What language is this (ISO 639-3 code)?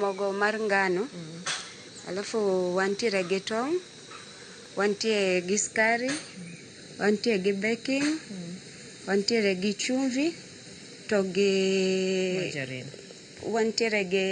luo